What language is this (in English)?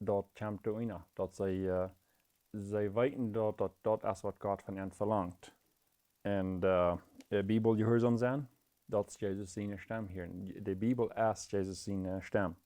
Plautdietsch